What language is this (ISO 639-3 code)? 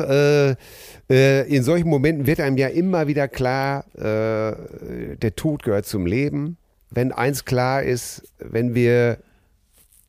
deu